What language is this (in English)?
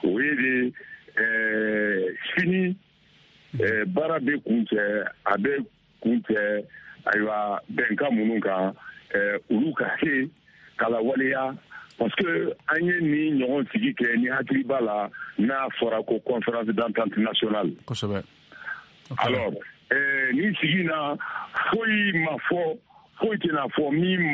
Bambara